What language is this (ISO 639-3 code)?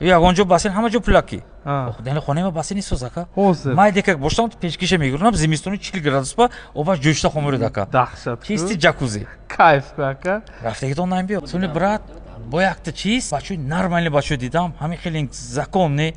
tgk